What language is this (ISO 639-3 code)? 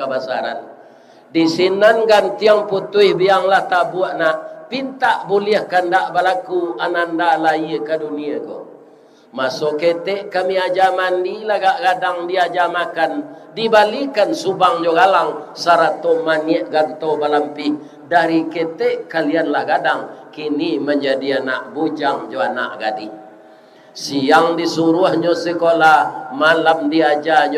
min